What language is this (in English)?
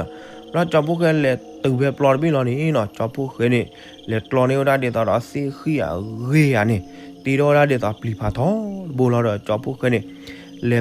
S'gaw Karen